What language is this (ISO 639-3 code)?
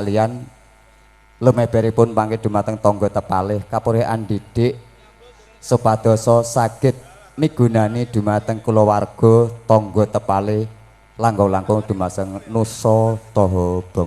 jav